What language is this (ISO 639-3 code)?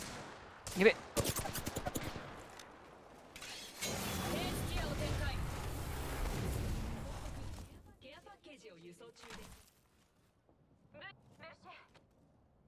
jpn